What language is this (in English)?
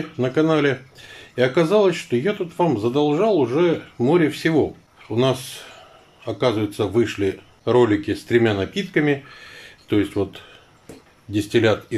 Russian